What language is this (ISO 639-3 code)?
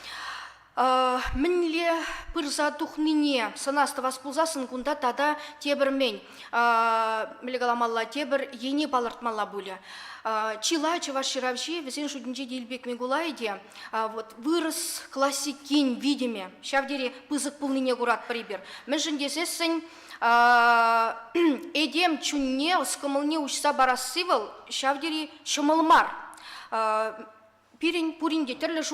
chv